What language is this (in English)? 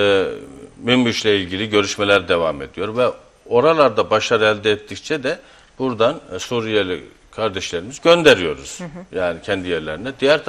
Turkish